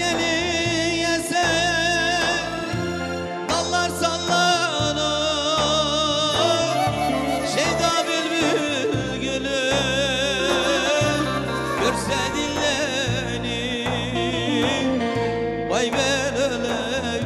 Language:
Turkish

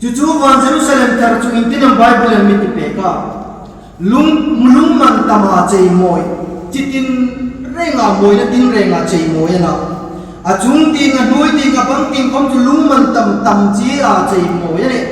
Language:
Hmar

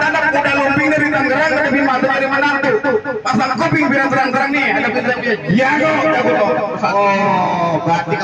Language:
Betawi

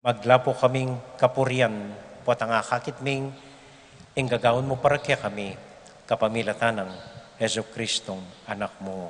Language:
Pampanga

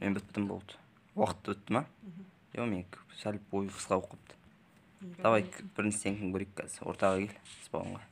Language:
Kazakh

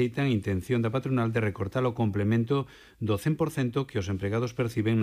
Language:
Galician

